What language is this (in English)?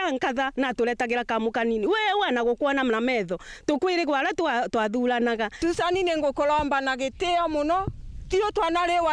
Meru